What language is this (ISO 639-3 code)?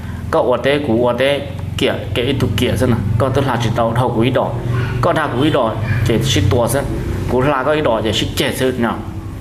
hmn